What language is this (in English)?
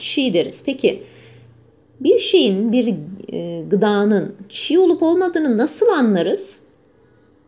Turkish